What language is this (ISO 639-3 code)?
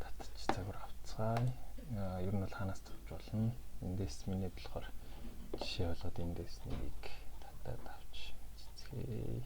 mon